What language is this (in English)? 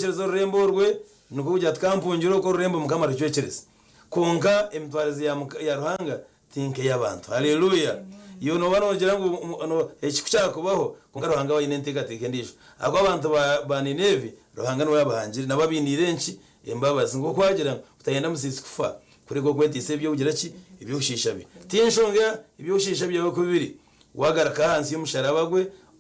Nyankole